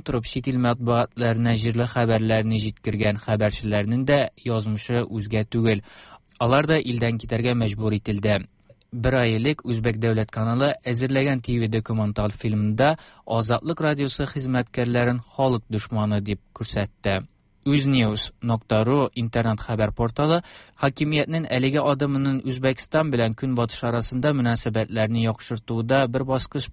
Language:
Tatar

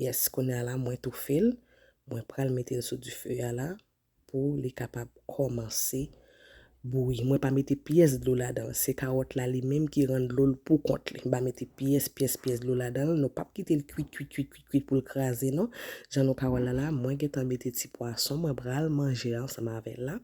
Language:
Haitian Creole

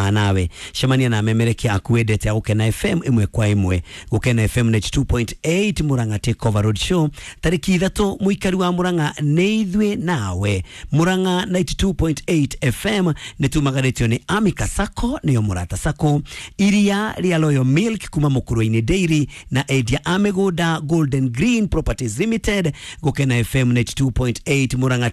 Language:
Kikuyu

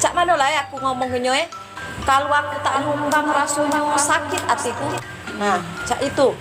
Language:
Musi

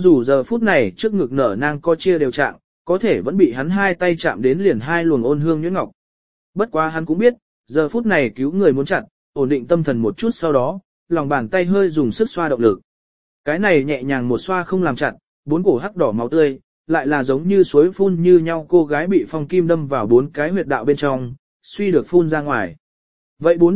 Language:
Vietnamese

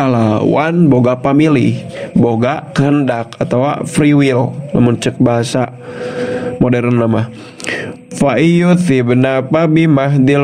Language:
Sundanese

